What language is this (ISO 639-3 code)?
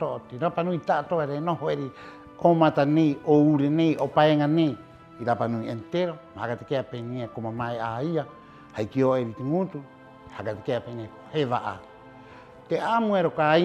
rap